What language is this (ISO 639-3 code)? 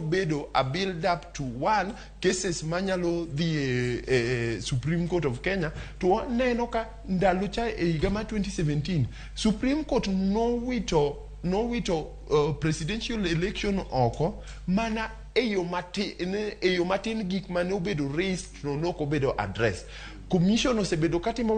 luo